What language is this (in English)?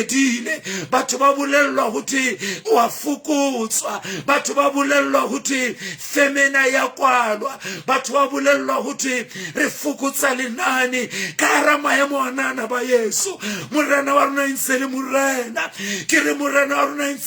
Southern Sotho